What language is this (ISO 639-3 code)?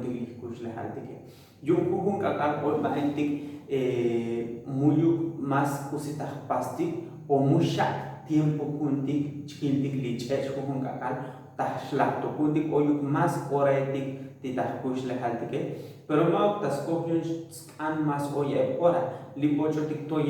tzo